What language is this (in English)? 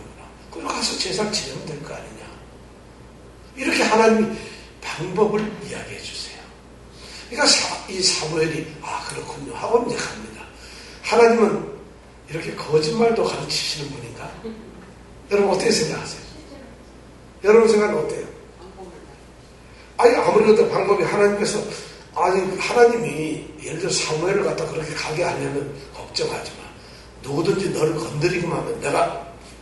Korean